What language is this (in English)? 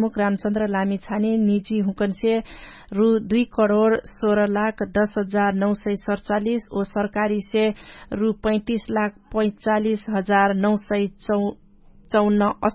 Dangaura Tharu